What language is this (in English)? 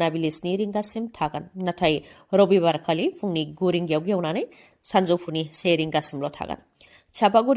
Bodo